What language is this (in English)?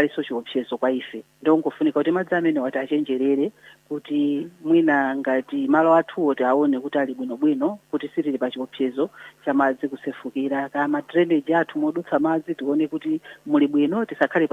Nyanja